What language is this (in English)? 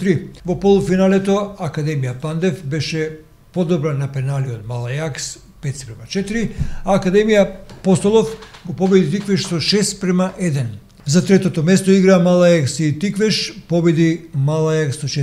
Macedonian